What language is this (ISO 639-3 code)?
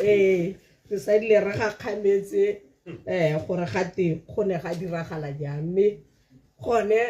tsn